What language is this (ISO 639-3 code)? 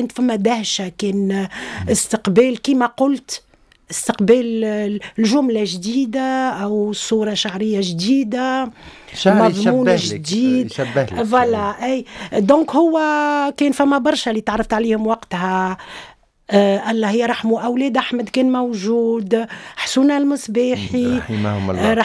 aeb